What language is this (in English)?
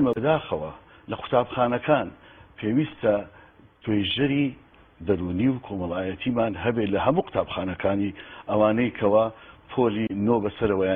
Central Kurdish